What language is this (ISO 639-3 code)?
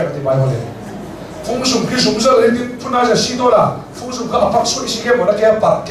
cnh